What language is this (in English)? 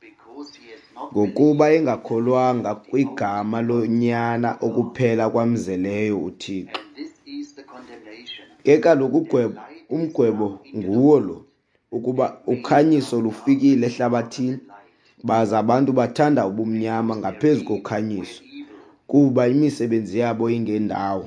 Xhosa